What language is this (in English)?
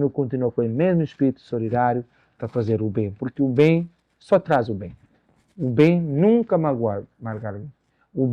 Kabuverdianu